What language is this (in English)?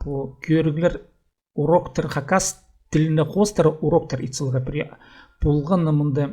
Khakas